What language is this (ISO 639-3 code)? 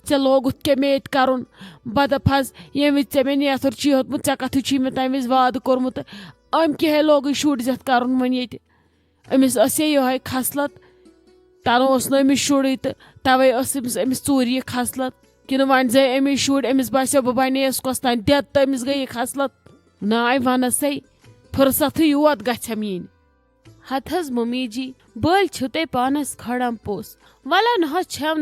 kas